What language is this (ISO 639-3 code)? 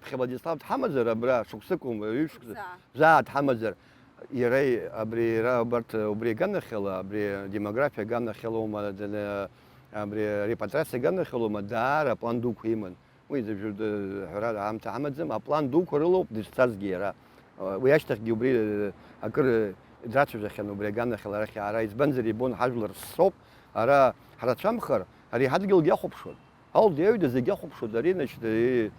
abk